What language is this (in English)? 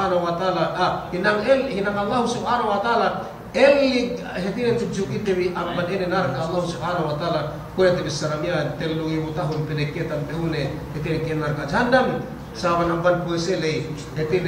Yakan